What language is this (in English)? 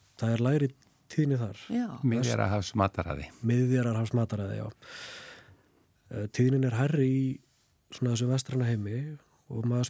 Icelandic